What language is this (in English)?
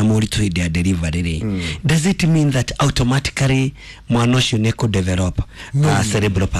Kikuyu